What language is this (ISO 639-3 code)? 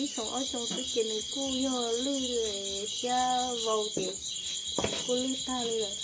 hmn